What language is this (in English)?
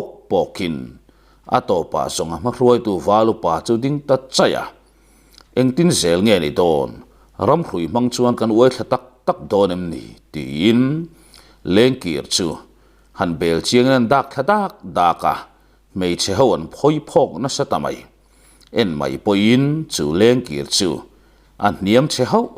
Mizo